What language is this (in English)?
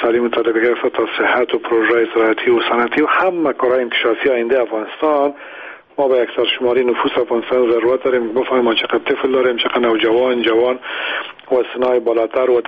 Persian